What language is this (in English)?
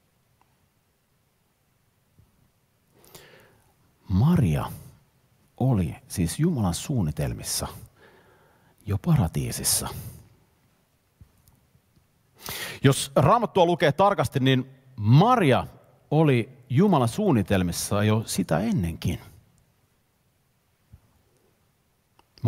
Finnish